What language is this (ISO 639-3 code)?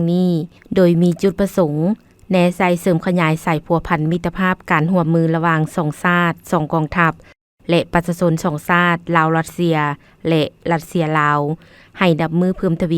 lao